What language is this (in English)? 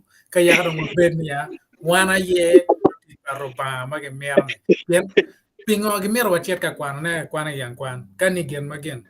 Acoli